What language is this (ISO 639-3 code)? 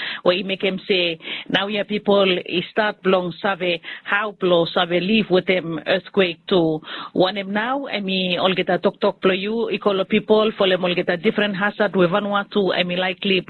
bis